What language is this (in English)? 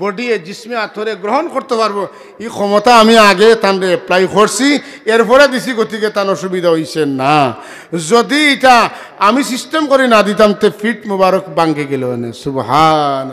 Sylheti